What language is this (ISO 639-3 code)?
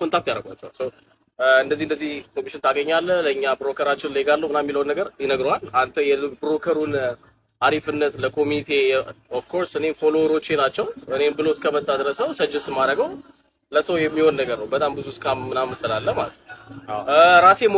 amh